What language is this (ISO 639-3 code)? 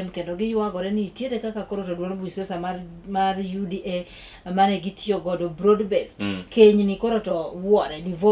luo